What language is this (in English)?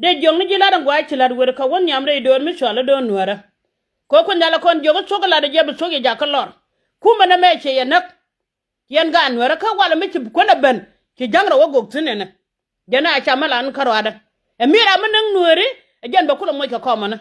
Nuer